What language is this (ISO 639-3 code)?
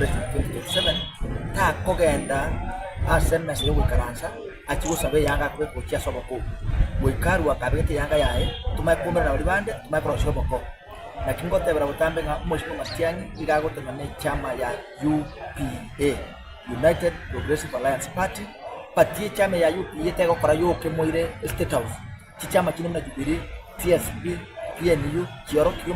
guz